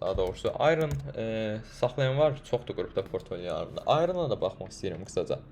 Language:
Azerbaijani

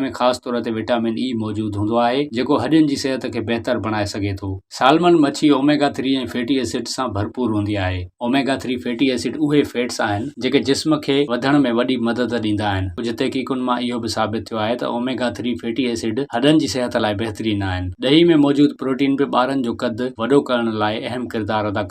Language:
Sindhi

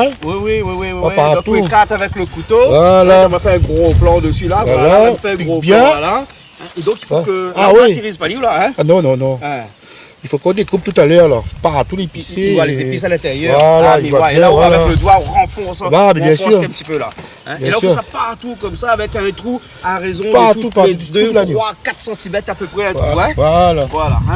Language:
Réunion Creole French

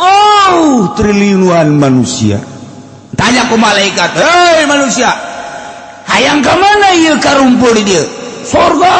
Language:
Sundanese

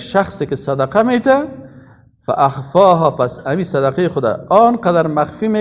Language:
Persian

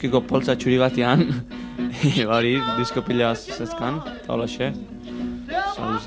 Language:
Basque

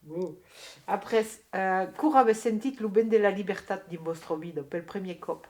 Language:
Occitan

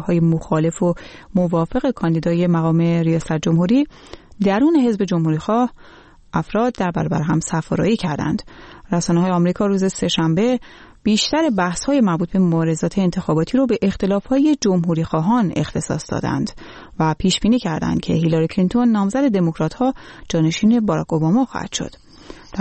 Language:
Persian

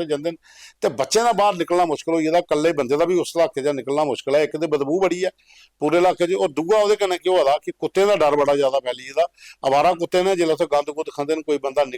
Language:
Dogri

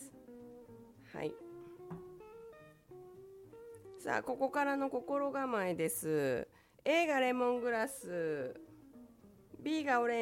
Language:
Japanese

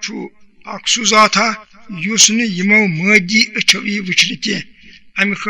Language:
Kashmiri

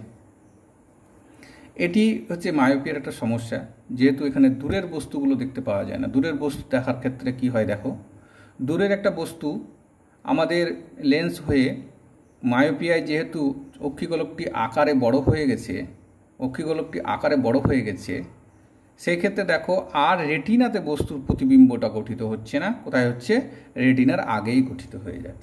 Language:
Bangla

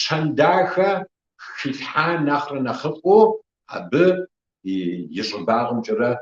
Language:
Kabardian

